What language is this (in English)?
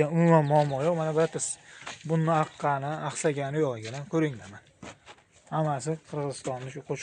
Uzbek